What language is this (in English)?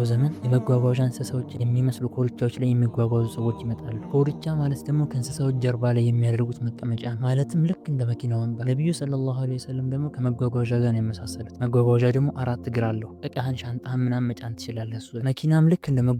Amharic